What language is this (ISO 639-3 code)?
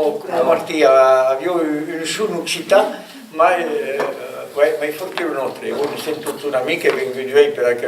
oci